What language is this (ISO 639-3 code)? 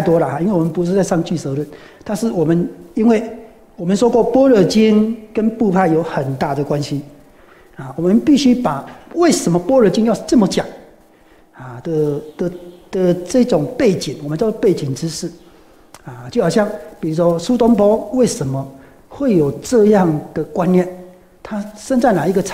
zho